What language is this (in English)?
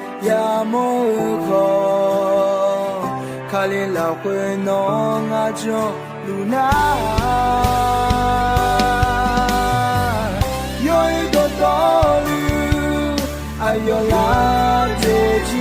Akha